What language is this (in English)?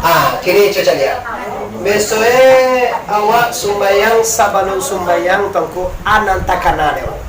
Minangkabau